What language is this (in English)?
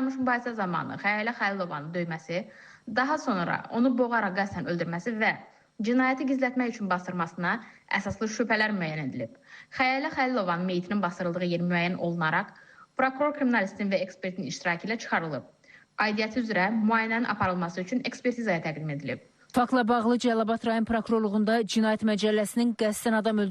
Azerbaijani